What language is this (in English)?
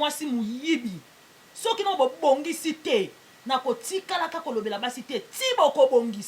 Lingala